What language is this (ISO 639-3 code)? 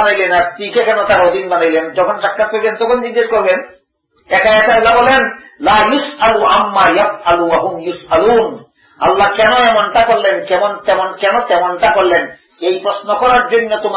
ben